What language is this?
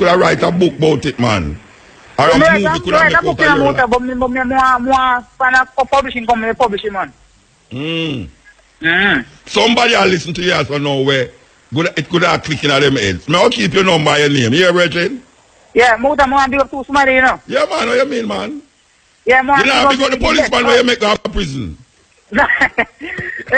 Jamaican Creole English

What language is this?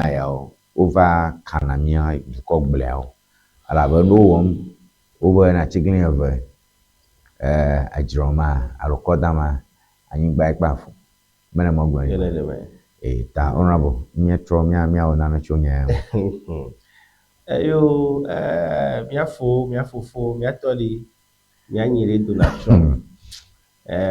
Ewe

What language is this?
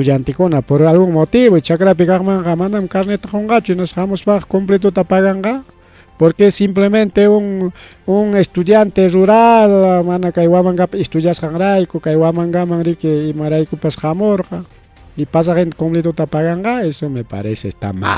Ayacucho Quechua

